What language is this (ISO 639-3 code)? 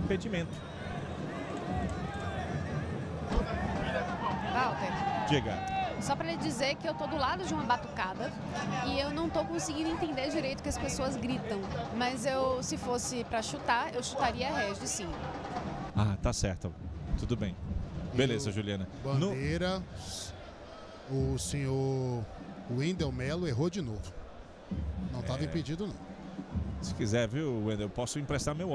por